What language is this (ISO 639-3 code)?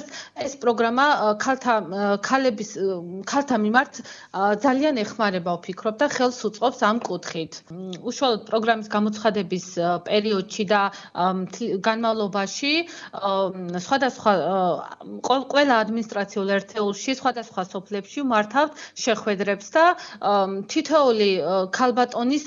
kat